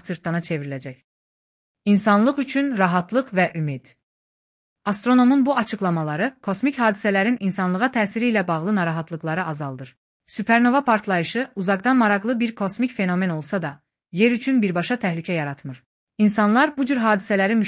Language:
Azerbaijani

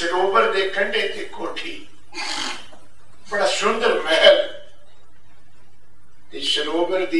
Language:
Punjabi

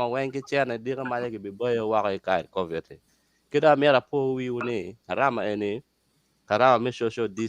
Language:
Acoli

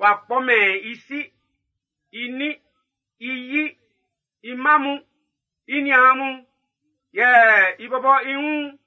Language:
Baoulé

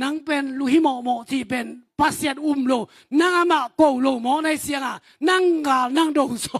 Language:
Tedim Chin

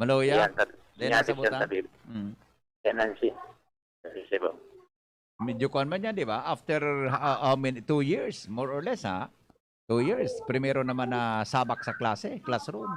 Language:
Bikol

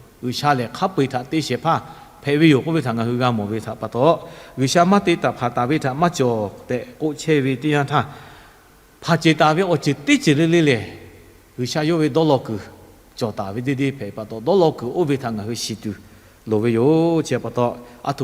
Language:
Lahu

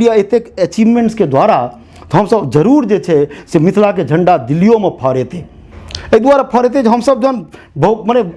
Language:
Maithili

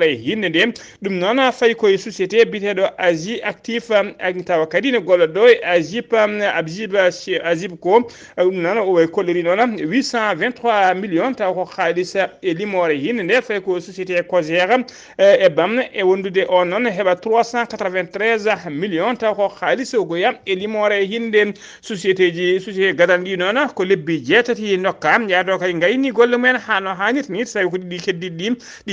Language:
Fula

